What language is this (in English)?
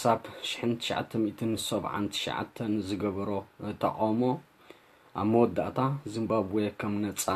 Tigrinya